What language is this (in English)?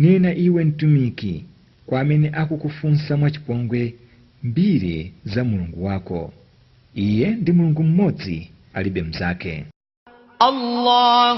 Nyanja